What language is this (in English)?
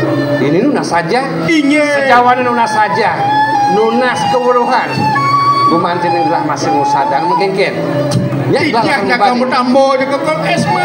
Balinese